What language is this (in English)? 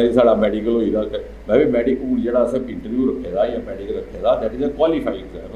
Dogri